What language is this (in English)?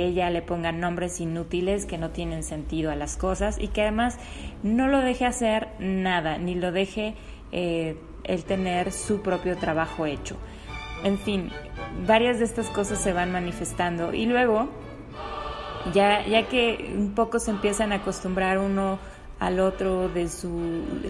Spanish